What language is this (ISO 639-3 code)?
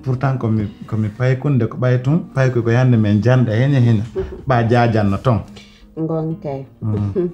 fuf